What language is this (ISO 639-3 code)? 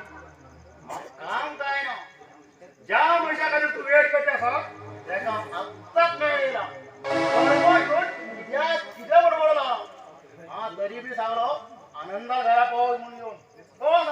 kok